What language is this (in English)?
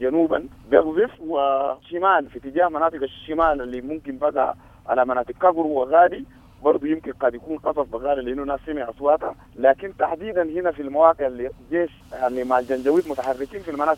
Sudanese Arabic